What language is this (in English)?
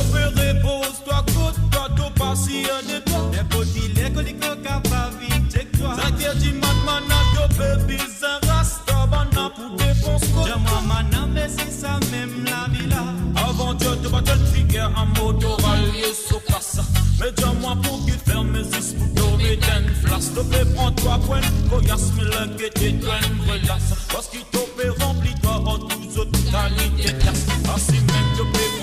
Morisyen